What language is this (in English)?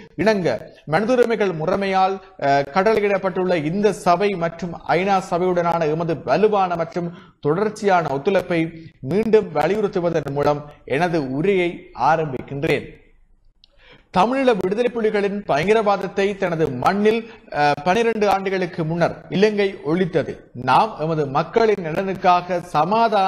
Tamil